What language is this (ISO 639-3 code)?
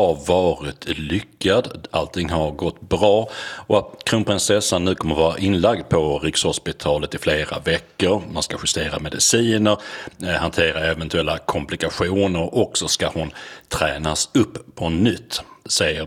swe